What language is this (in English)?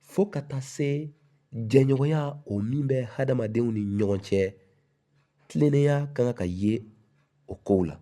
Bambara